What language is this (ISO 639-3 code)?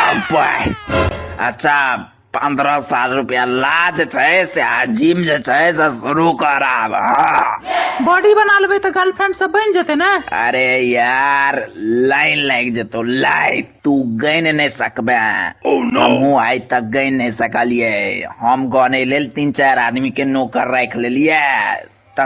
mai